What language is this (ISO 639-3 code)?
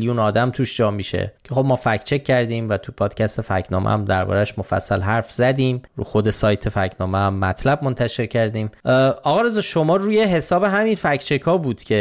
fas